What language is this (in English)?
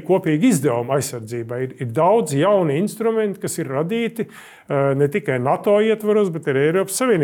Latvian